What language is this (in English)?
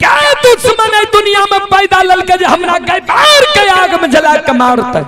Maithili